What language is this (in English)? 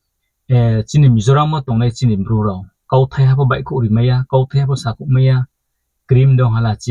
Riang (India)